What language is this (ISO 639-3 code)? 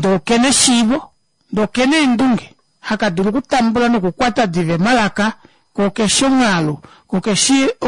kua